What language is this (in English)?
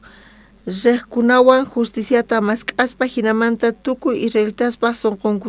South Bolivian Quechua